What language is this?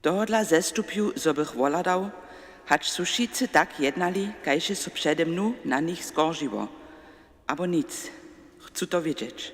Upper Sorbian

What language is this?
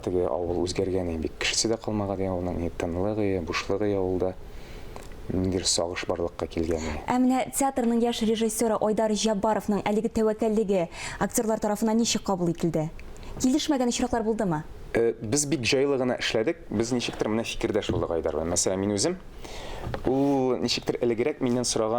Tatar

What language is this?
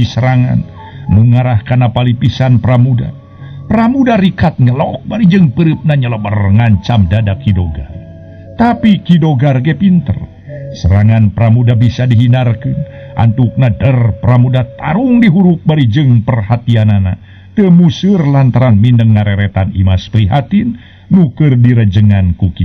Sundanese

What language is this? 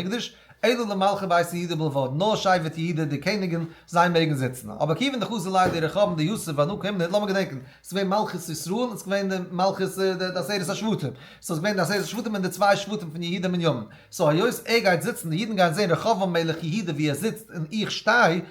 Yiddish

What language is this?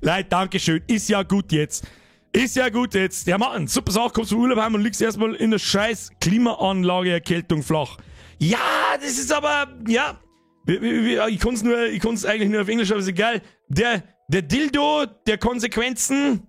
Bavarian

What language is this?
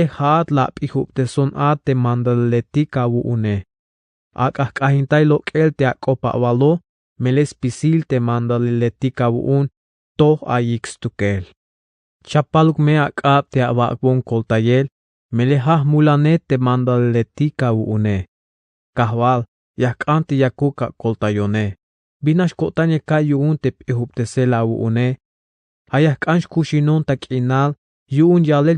Tzeltal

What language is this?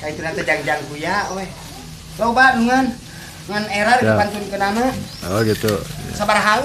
Sundanese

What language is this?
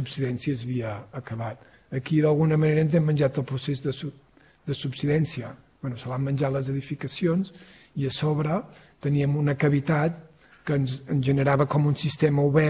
Catalan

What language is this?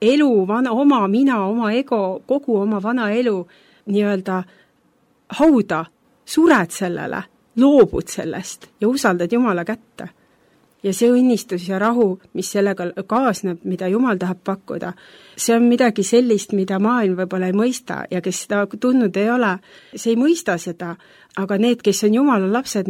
Estonian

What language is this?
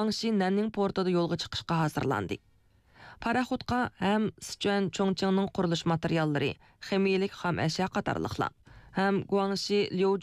Uyghur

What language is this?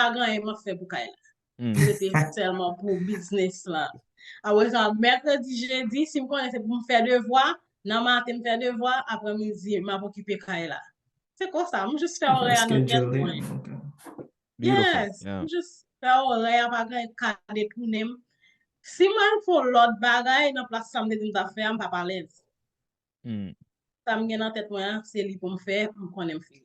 Haitian Creole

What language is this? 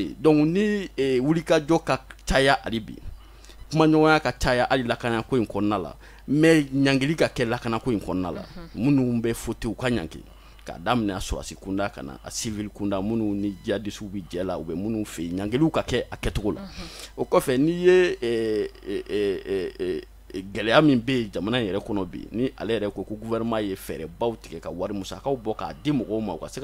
Bambara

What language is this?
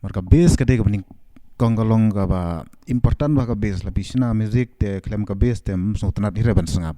Khasi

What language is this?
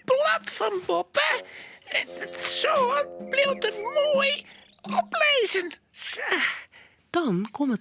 Western Frisian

